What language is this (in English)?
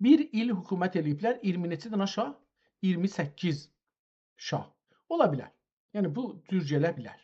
South Azerbaijani